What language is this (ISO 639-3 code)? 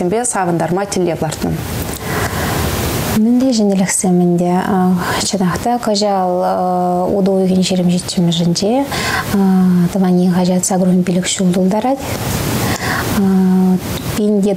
chv